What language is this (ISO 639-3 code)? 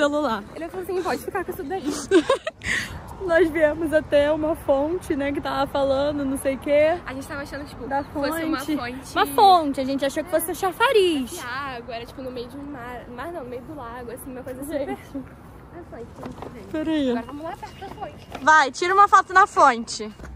por